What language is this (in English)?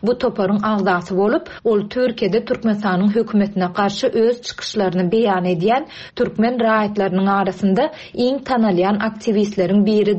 Turkmen